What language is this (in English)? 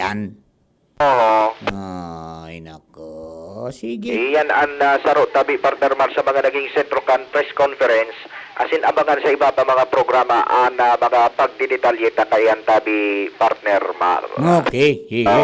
Bikol